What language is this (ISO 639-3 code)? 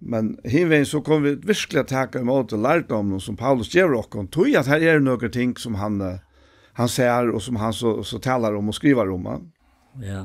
fao